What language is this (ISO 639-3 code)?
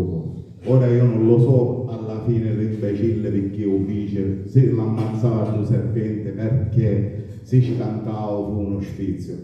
scn